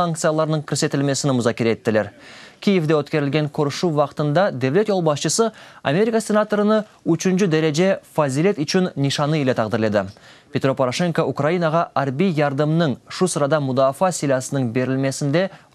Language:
Crimean Tatar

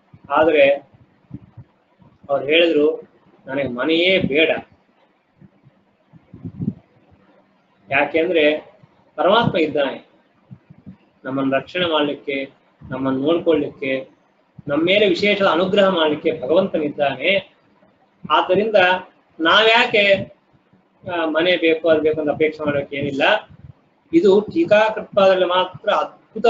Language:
Kannada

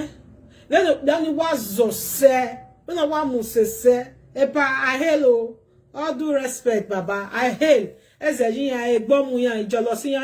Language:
Nigerian Pidgin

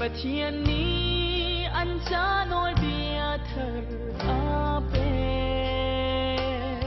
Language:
Falam Chin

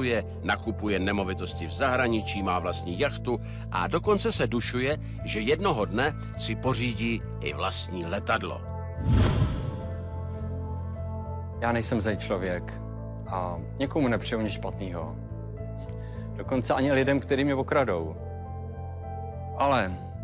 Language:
Czech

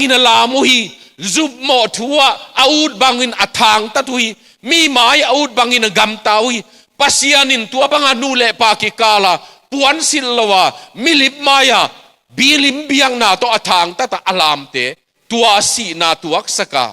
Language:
Tedim Chin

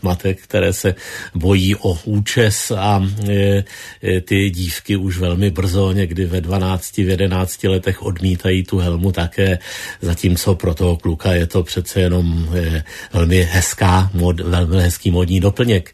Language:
Czech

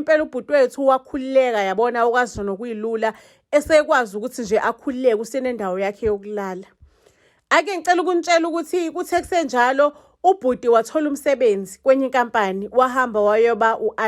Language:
Zulu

